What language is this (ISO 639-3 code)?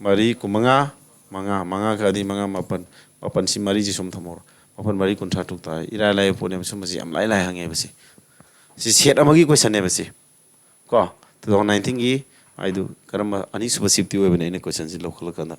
mni